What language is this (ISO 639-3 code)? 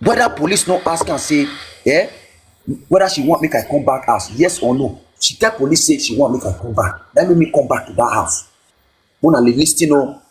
pcm